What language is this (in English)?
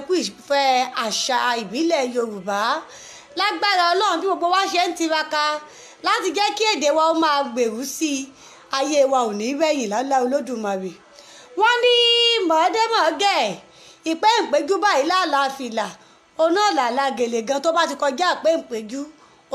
Yoruba